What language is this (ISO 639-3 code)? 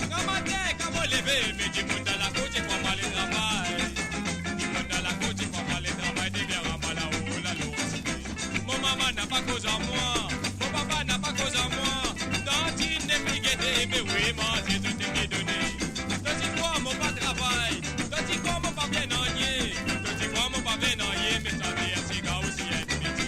mfe